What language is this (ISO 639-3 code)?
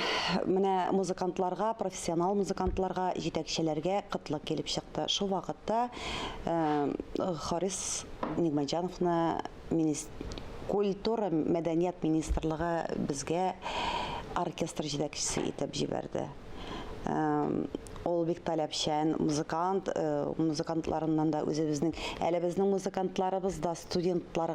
tat